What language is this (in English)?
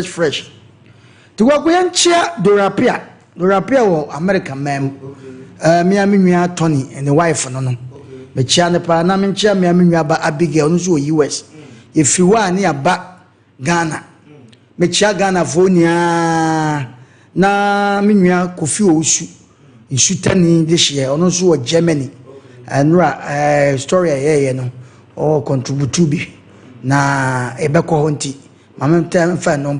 Akan